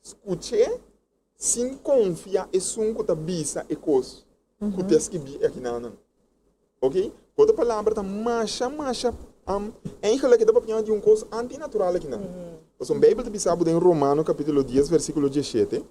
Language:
Papiamento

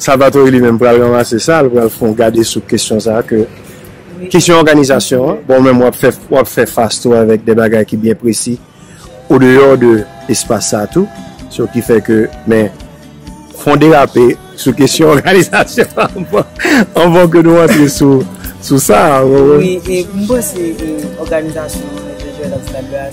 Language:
Haitian Creole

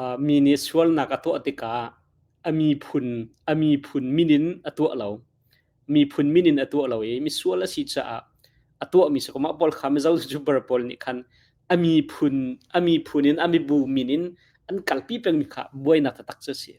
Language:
Hakha Chin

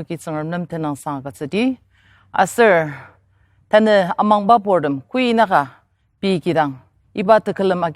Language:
Ao Naga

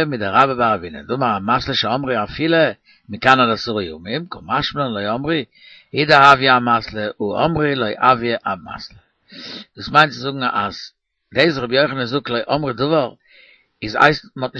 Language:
Yiddish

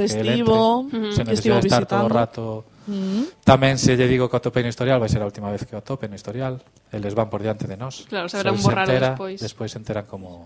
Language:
Galician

